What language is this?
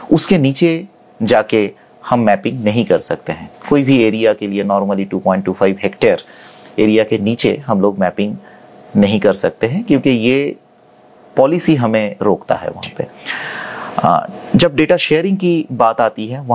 Hindi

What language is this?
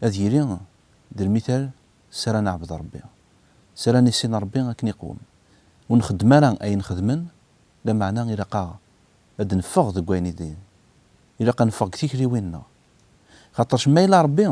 Kabyle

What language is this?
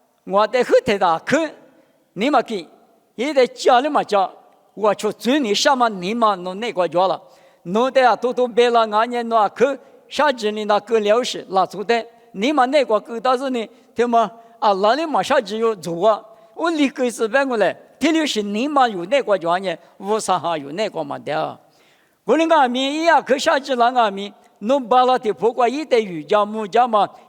Lisu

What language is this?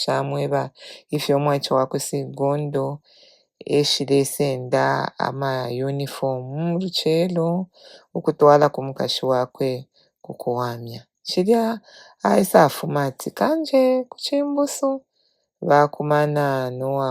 Bemba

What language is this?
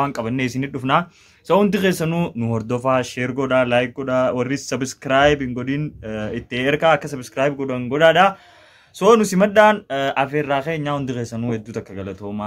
Oromo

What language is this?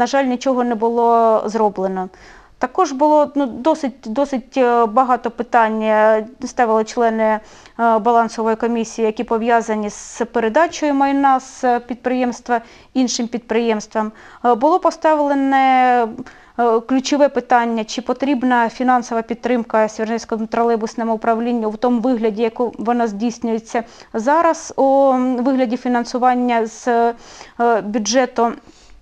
Ukrainian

